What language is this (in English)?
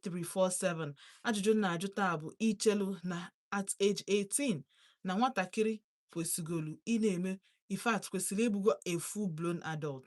Igbo